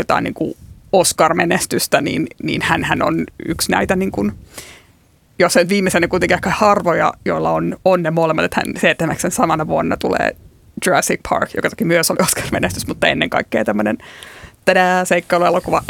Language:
Finnish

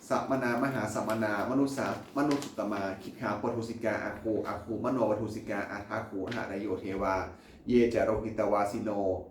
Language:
Pali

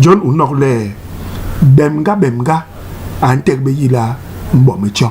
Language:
Basaa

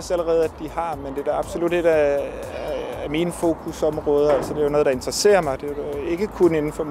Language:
Danish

